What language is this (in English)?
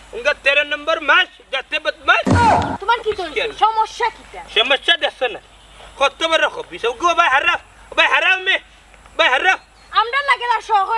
Sylheti